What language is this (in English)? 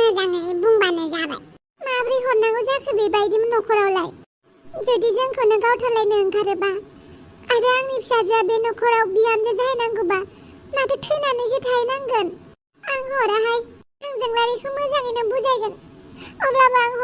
Bodo